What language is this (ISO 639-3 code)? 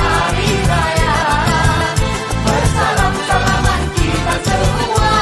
msa